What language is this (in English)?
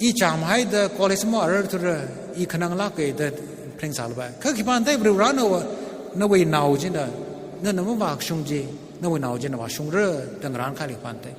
Tangkhul Naga (India)